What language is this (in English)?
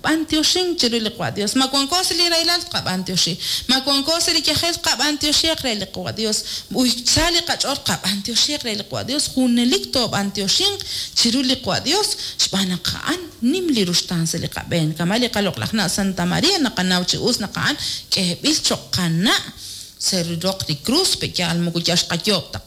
Kekchí